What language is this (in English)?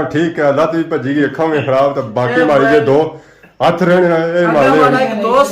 Pahari-Potwari